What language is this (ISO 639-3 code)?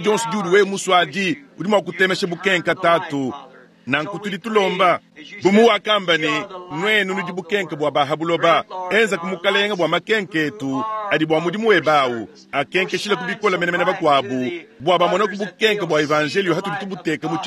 lua